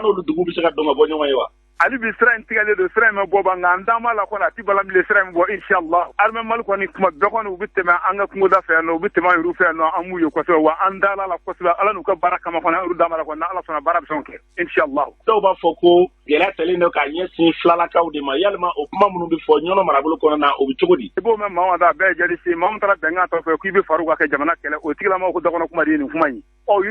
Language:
Bambara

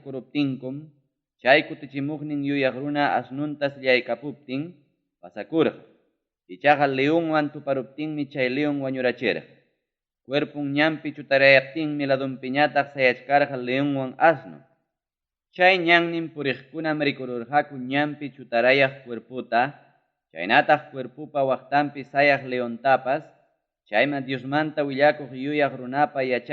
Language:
Ayacucho Quechua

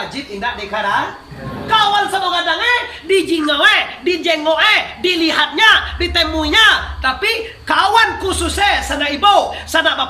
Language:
Minangkabau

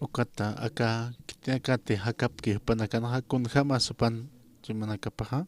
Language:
Aymara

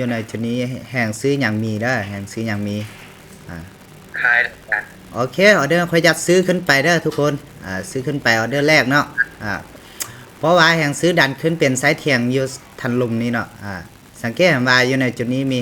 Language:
Lao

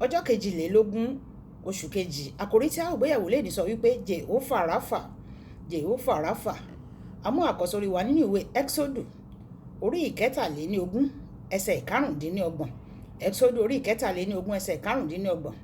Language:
Yoruba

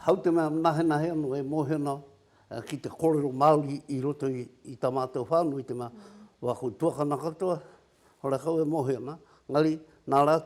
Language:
Māori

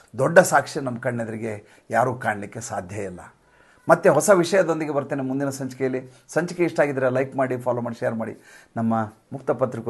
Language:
Kannada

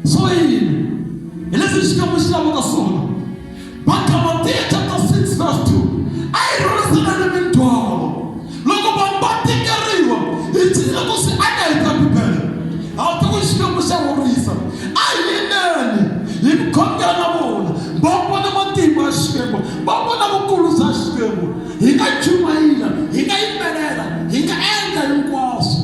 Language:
Tsonga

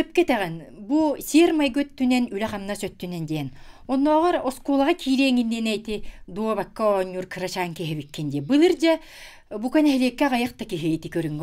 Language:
Yakut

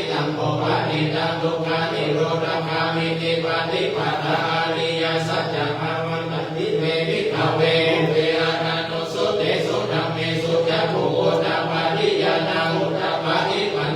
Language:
Pali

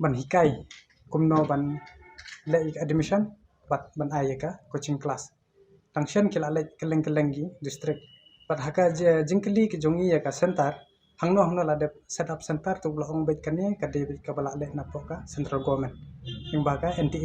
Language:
Khasi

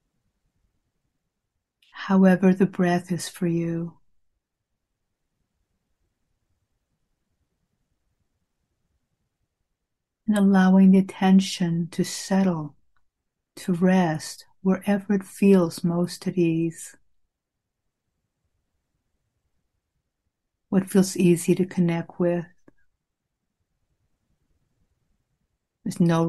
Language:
English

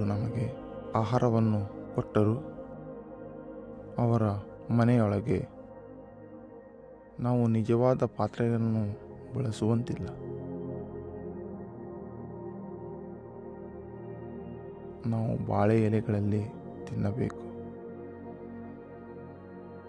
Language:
Kannada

